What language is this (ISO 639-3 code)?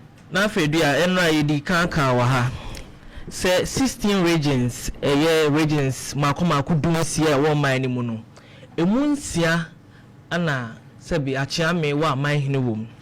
aka